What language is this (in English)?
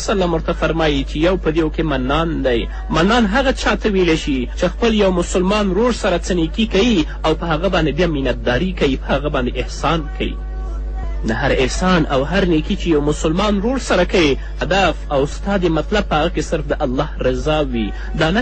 Pashto